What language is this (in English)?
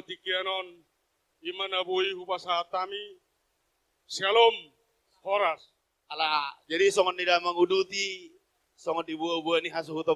Batak Toba